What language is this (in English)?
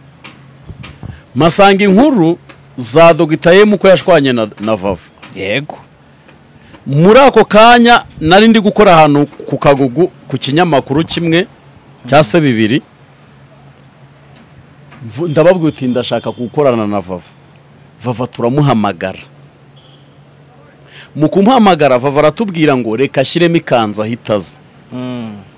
Kinyarwanda